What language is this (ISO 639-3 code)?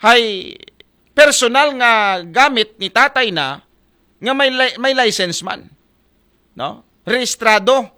akl